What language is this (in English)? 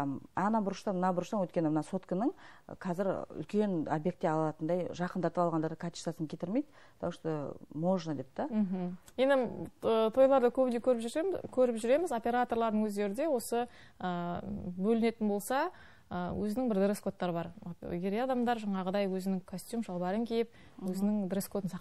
Kazakh